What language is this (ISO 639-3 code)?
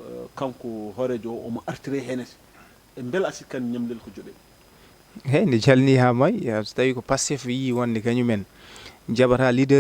ful